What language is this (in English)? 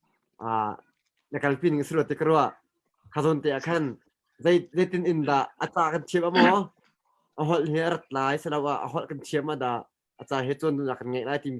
Hakha Chin